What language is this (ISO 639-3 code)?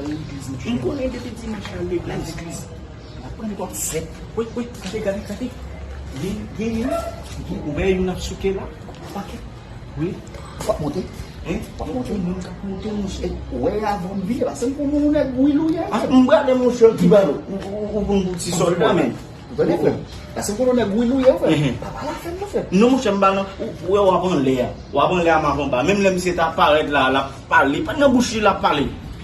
hat